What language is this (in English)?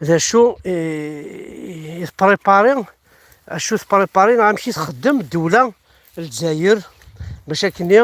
Kabyle